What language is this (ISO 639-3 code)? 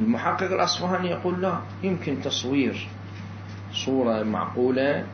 acm